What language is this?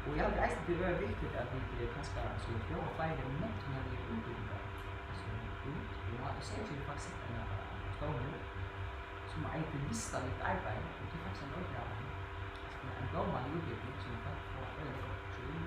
Faroese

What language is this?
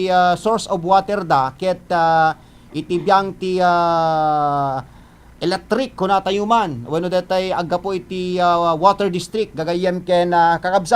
Iloko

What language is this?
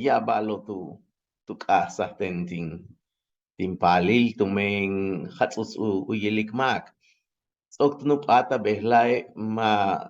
Yucateco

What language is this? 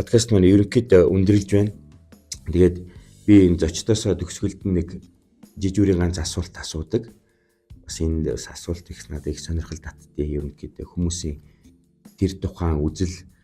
Mongolian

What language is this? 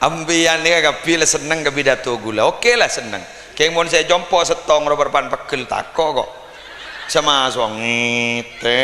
Madurese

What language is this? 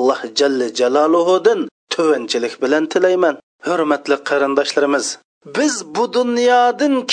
Uyghur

